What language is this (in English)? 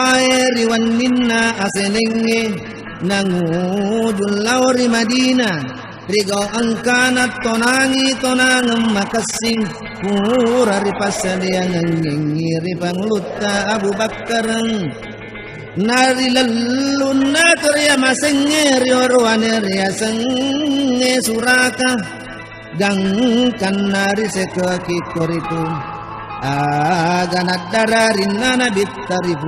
Buginese